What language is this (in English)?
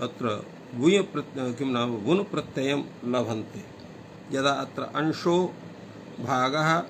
Sanskrit